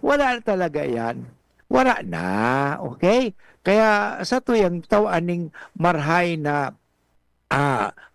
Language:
Bikol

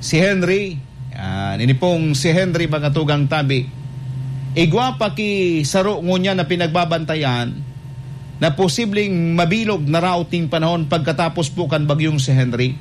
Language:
Bikol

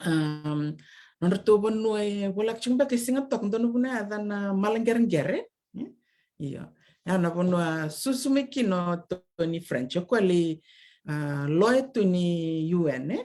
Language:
Fijian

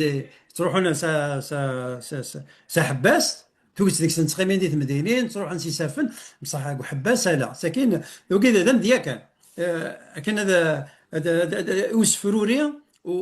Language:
Kabyle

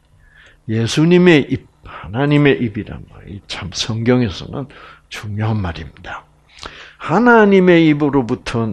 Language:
Korean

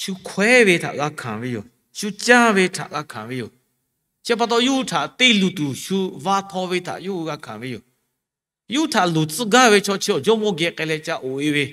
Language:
Lahu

